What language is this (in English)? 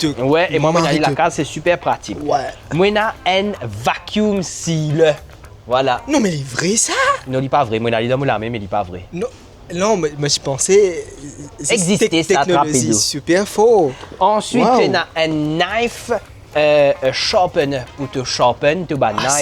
Morisyen